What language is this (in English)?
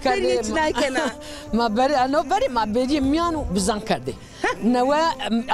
Zaza